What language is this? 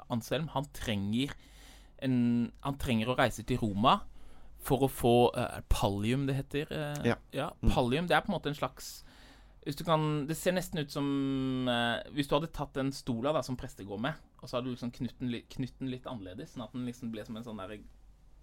Norwegian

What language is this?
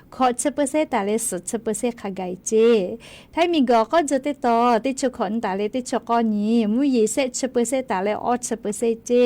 Lahu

